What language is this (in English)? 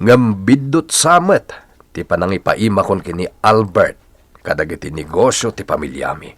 Iloko